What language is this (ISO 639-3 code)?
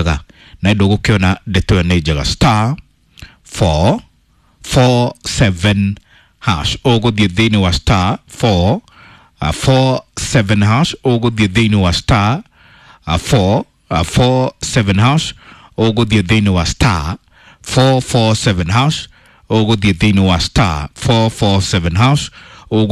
kik